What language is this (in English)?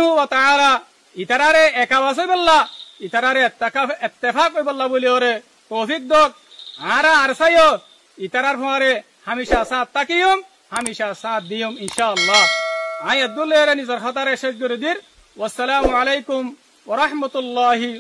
Rohingya